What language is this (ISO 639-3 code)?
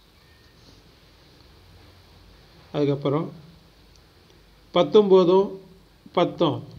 tam